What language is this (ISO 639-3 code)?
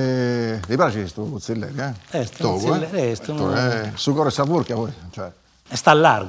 srd